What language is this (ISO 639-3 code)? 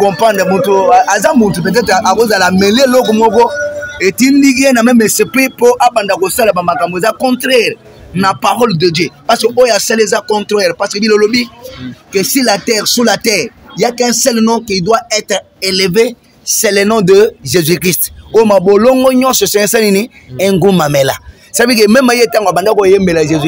lin